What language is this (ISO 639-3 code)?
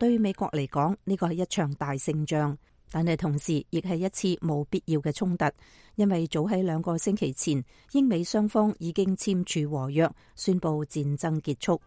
yue